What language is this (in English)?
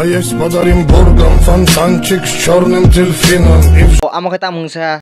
Kok Borok